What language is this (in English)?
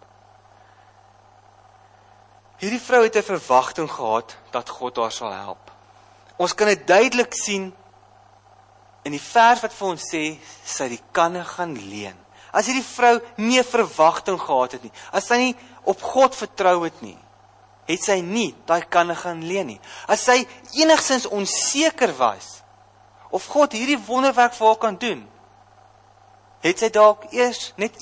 Afrikaans